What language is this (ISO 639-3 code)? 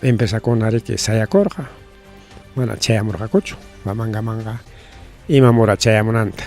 quy